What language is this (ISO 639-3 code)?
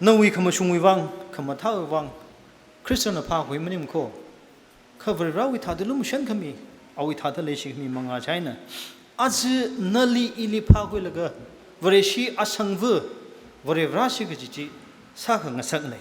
nmf